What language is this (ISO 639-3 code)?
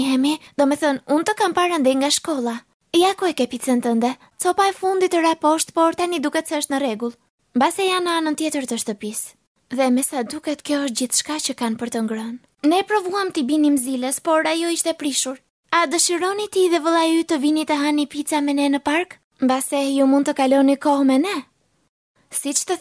sqi